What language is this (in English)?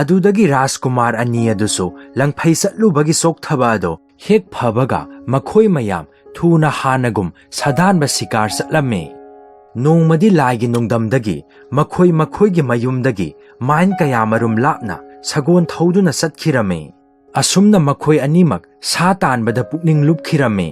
Manipuri